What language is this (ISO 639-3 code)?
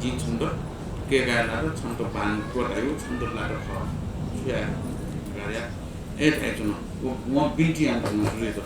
new